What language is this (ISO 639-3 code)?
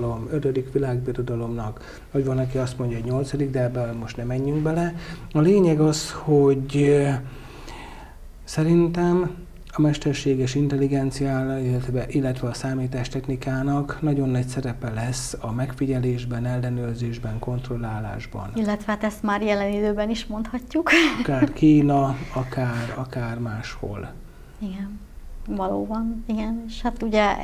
hun